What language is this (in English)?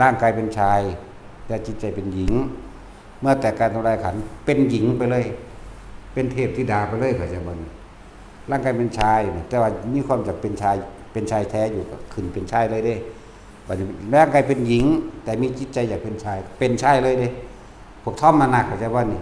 Northeastern Thai